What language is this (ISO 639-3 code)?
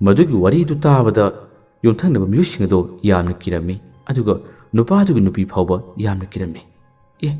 mni